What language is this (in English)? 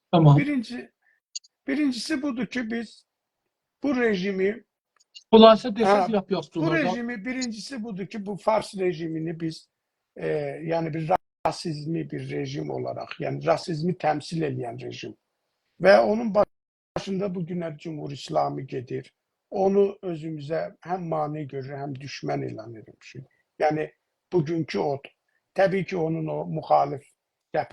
South Azerbaijani